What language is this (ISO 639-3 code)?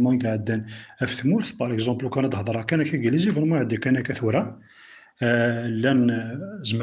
kab